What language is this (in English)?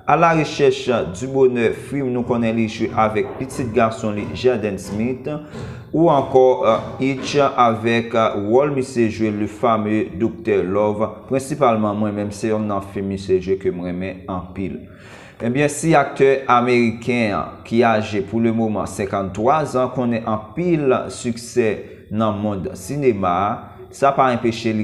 Haitian Creole